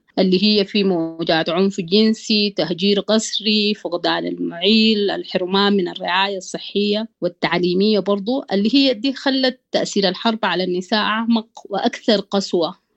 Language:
Sudanese Arabic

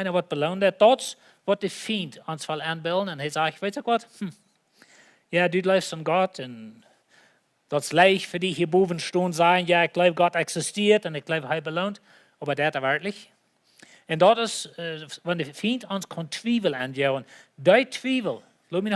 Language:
Plautdietsch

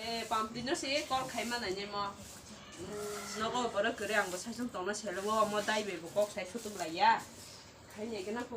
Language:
Kok Borok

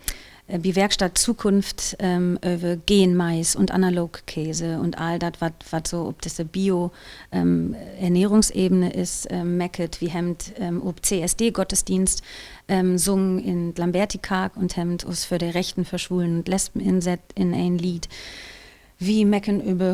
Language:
Low German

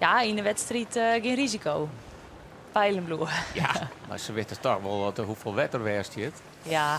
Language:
Western Frisian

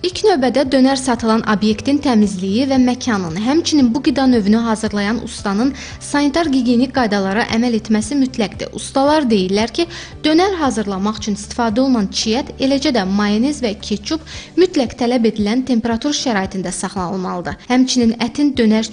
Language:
Azerbaijani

